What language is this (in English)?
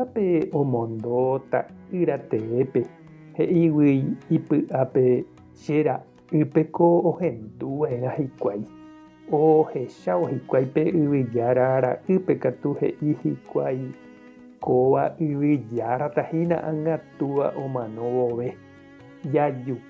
Guarani